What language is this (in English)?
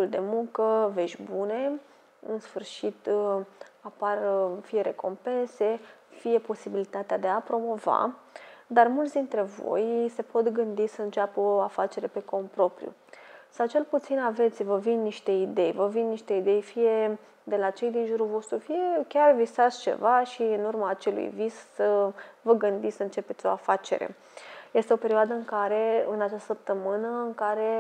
Romanian